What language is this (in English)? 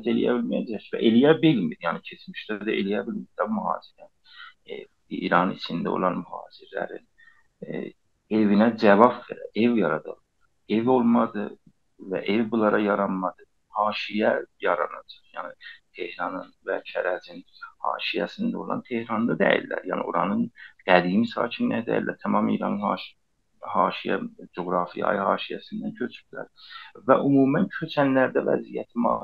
South Azerbaijani